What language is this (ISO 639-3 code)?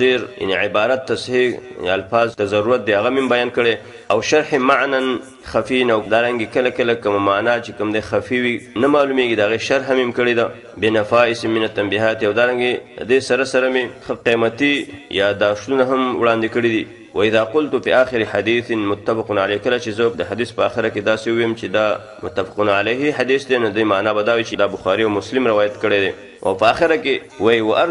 pus